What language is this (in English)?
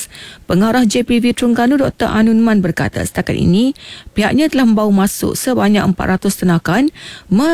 Malay